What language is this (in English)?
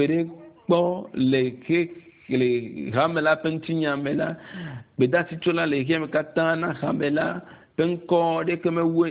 Ewe